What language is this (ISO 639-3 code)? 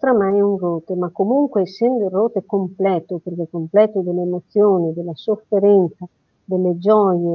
ita